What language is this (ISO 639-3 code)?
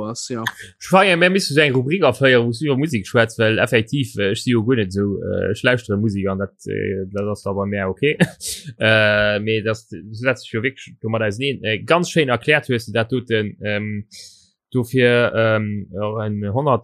ltz